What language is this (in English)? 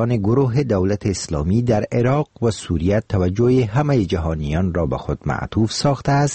Persian